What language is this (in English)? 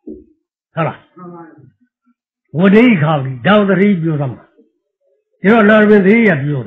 Burmese